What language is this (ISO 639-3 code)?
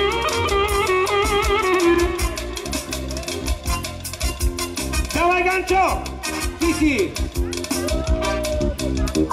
bul